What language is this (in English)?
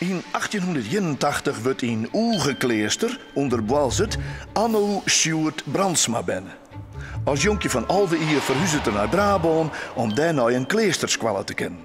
Western Frisian